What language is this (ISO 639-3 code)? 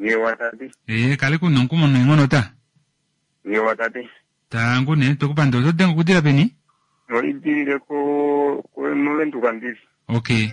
kua